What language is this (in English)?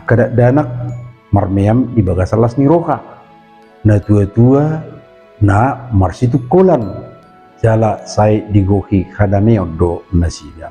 Batak Toba